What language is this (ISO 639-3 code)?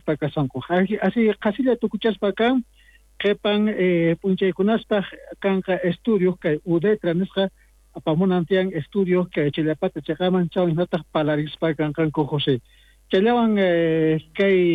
quh